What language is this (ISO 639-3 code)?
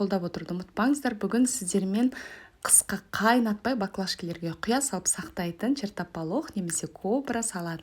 kaz